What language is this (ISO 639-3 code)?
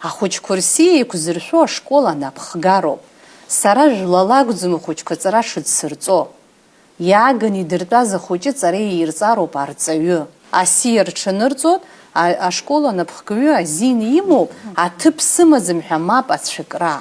abk